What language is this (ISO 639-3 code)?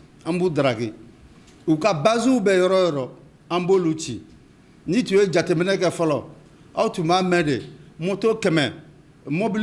bam